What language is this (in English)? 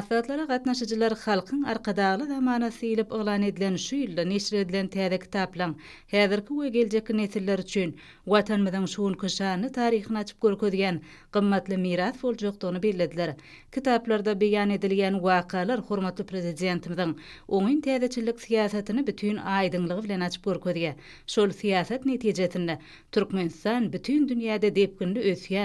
Turkmen